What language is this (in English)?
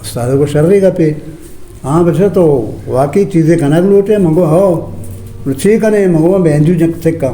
Eastern Balochi